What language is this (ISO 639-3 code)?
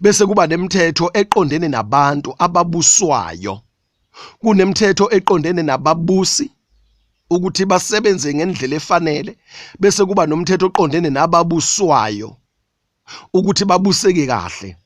zul